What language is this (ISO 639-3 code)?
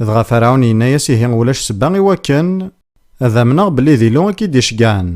kab